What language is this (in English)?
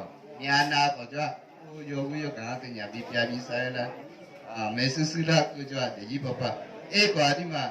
Akha